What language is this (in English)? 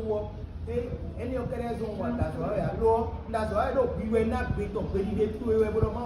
Fon